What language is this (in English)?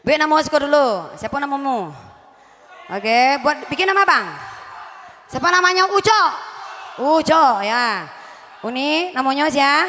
Minangkabau